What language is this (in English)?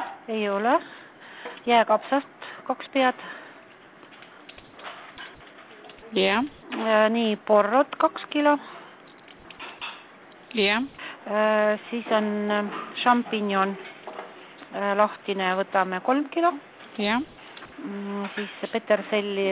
Estonian